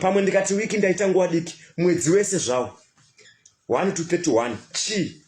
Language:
Shona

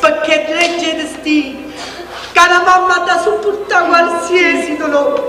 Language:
Neapolitan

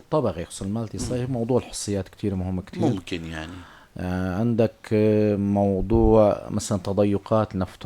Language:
North Levantine Arabic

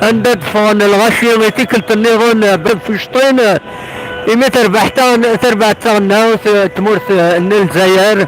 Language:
Kabyle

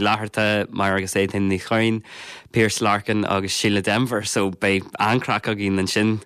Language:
Irish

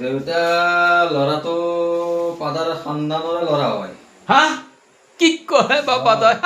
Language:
Assamese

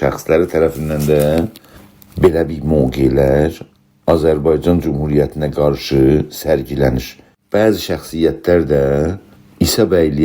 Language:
South Azerbaijani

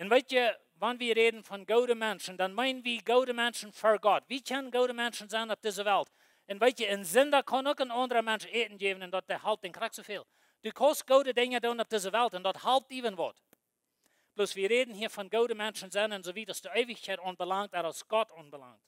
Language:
Plautdietsch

